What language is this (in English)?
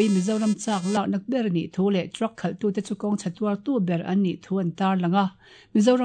Mizo